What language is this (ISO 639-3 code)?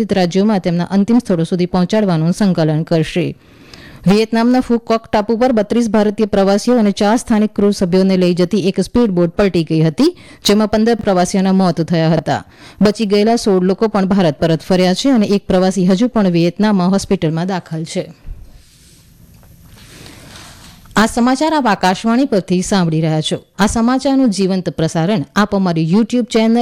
guj